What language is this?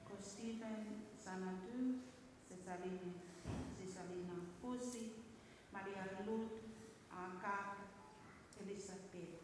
Tongan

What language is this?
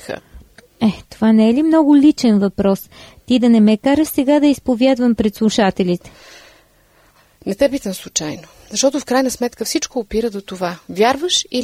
Bulgarian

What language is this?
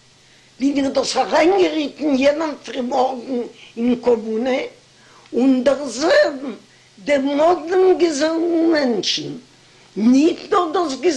Yiddish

